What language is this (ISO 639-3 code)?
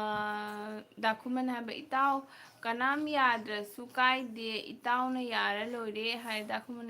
mni